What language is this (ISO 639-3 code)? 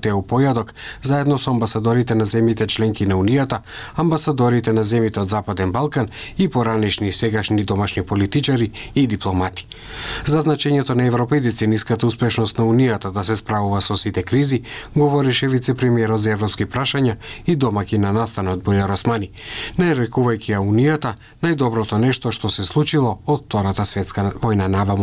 mkd